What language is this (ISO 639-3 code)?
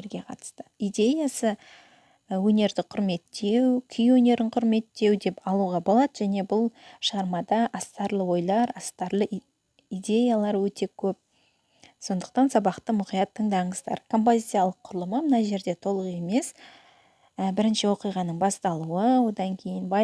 kaz